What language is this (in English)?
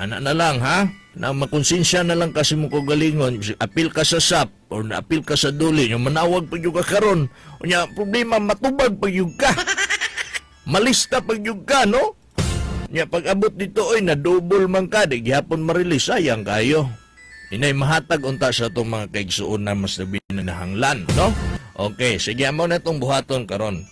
Cebuano